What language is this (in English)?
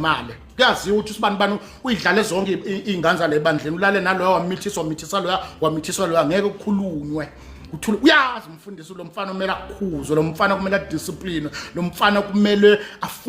Zulu